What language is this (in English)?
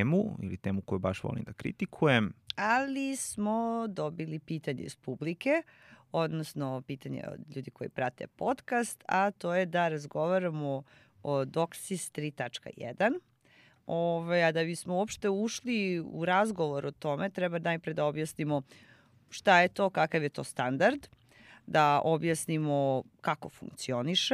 Serbian